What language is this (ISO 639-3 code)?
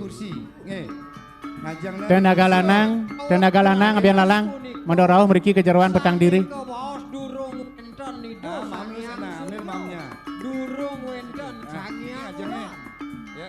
ban